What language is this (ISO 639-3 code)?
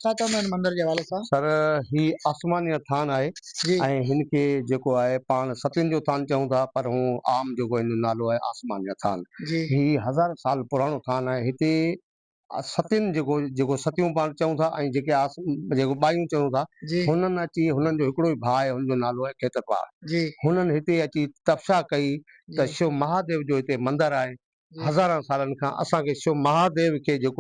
snd